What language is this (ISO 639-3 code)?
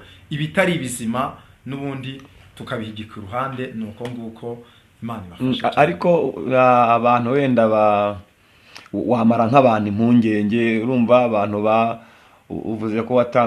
kin